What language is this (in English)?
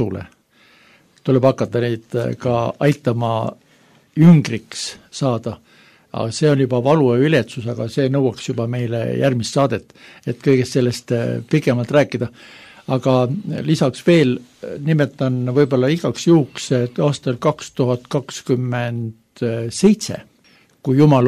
Estonian